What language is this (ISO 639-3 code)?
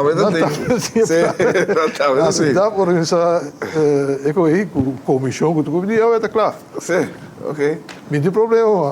pap